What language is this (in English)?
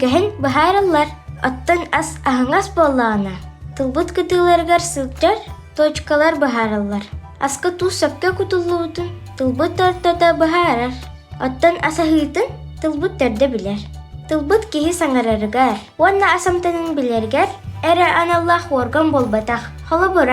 Yakut